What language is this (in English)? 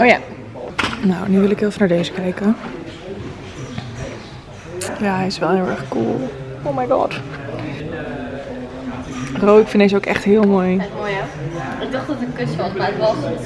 Dutch